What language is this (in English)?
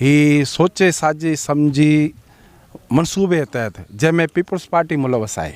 Sindhi